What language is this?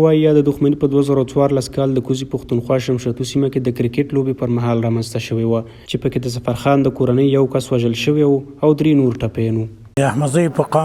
Pashto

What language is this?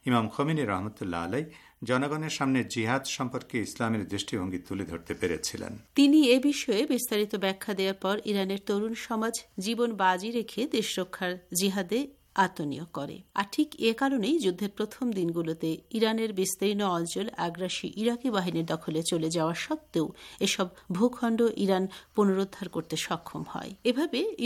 Bangla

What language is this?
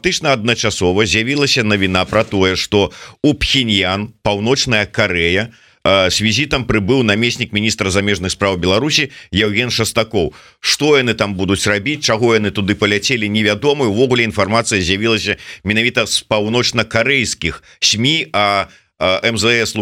Belarusian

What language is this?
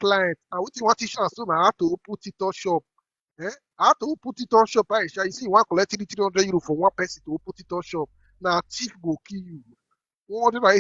Nigerian Pidgin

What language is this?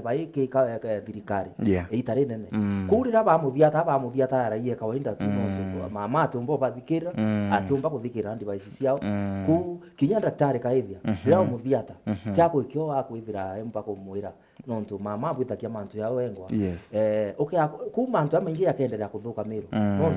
Meru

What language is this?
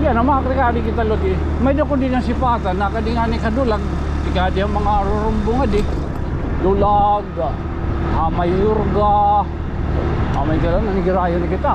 Waray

